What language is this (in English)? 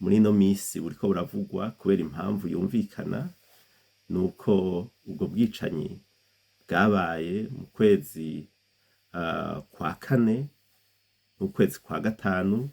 Rundi